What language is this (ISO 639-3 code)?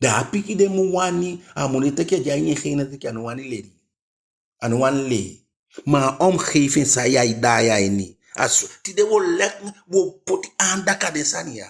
djk